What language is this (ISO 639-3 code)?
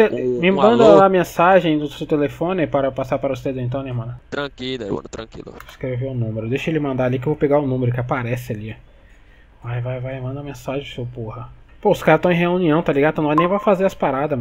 por